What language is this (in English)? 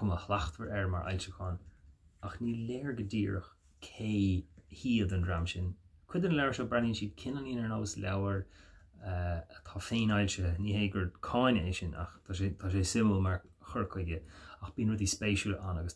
Irish